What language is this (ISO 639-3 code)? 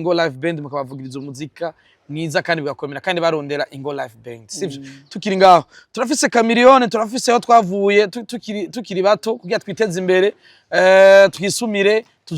run